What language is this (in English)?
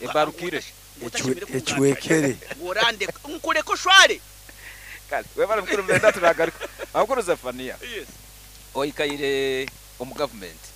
Nyankole